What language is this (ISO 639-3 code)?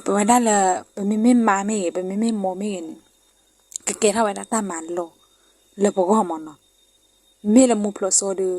ksw